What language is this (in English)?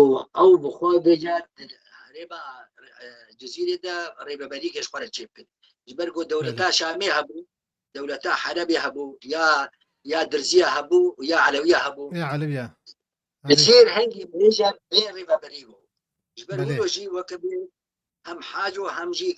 Kurdish